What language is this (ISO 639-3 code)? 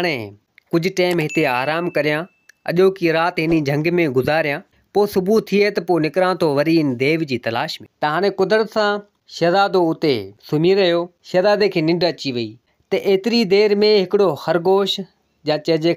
snd